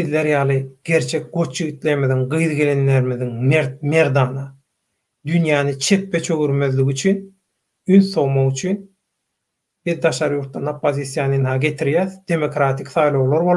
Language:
Turkmen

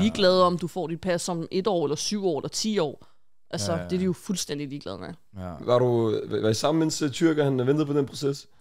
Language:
Danish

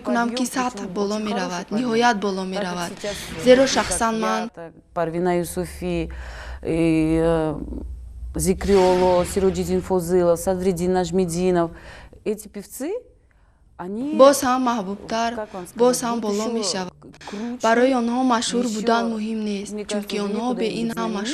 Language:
Tajik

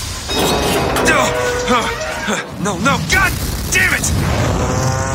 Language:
English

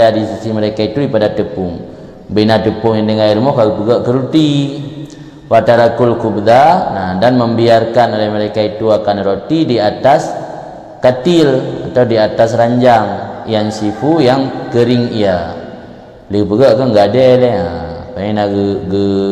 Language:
Achinese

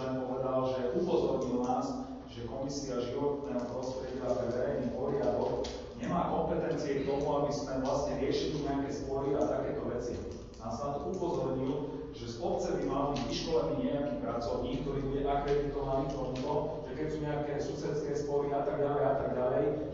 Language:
Slovak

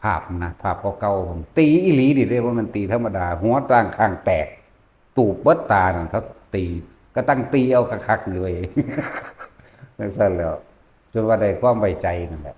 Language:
Lao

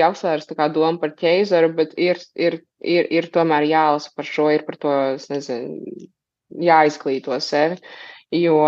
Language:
Latvian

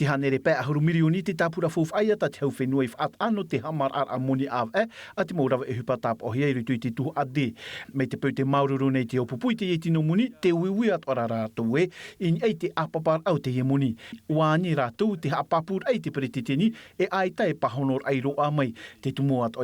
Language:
Tahitian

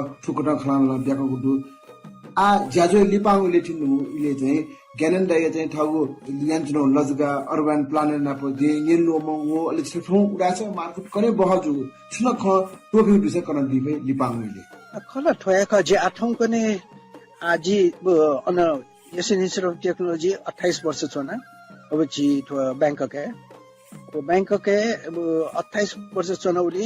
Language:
Newari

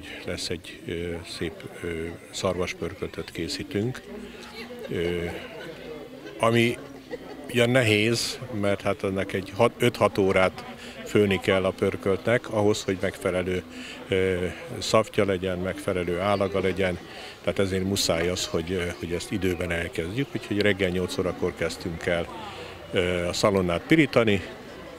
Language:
Hungarian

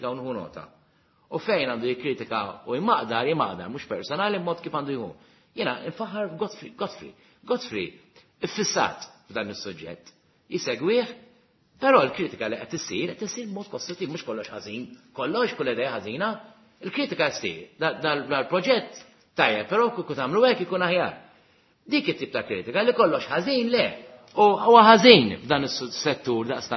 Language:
Maltese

